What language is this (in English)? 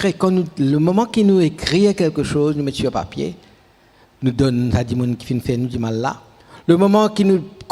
Morisyen